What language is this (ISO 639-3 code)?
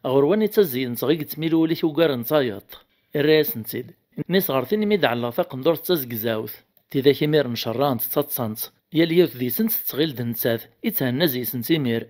kab